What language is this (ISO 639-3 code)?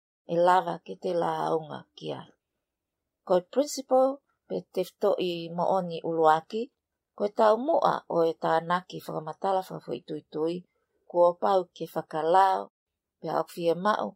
ton